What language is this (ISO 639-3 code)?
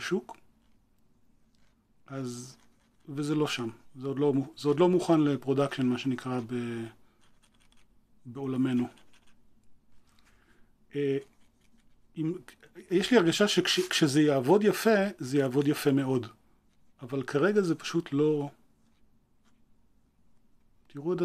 heb